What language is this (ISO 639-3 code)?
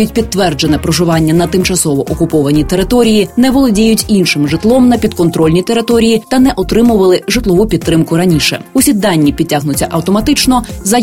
ukr